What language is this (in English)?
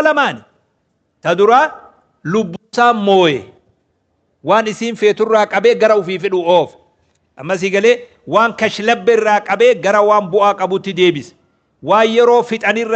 Oromo